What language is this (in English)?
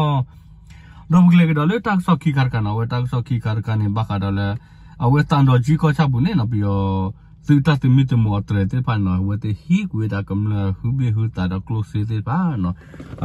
S'gaw Karen